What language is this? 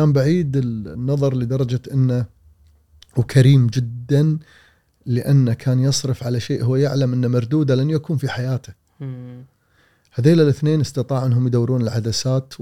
Gulf Arabic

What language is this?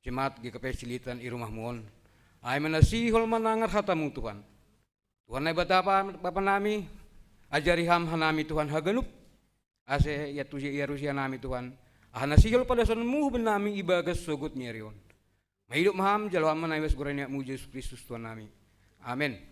Batak Simalungun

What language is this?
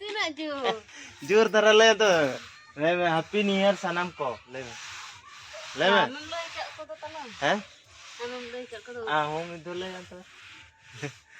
Santali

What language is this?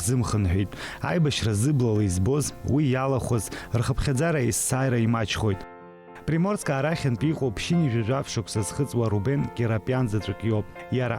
Abkhazian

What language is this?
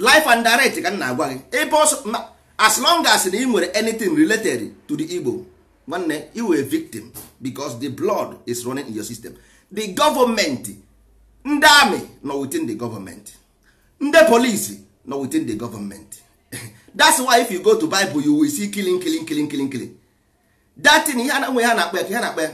Igbo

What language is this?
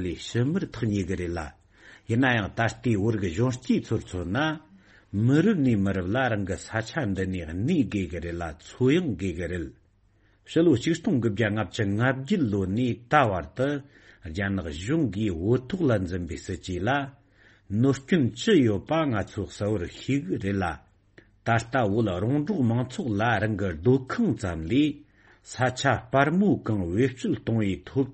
Tibetan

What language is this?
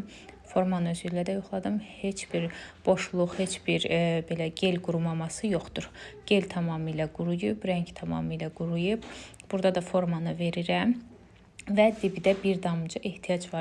Azerbaijani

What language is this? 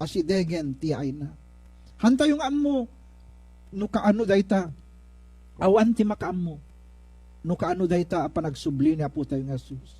Iloko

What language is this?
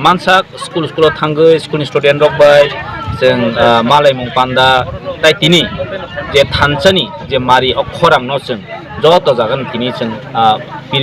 Kok Borok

